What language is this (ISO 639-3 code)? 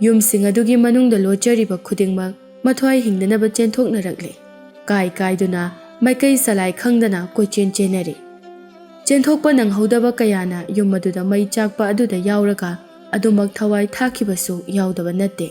mni